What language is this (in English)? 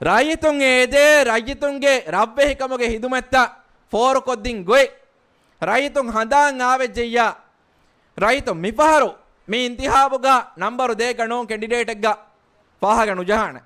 Divehi